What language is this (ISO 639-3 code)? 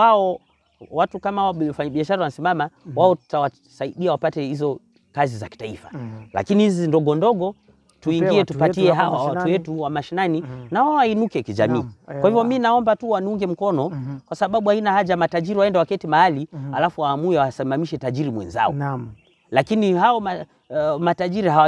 swa